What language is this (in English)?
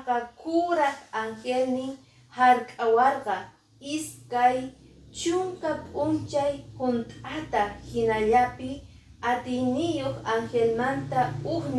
Quechua